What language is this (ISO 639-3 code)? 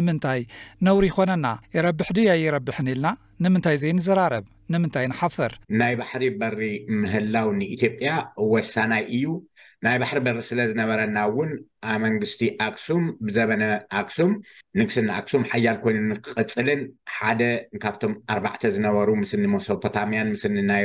tir